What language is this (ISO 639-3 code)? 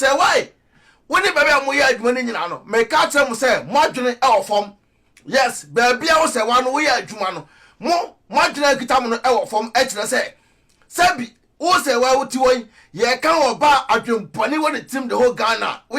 aka